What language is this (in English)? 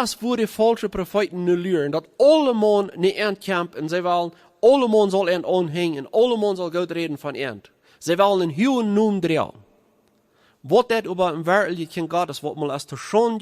Plautdietsch